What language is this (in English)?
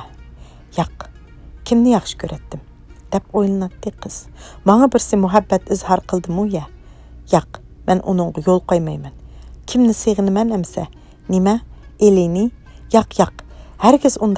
Uyghur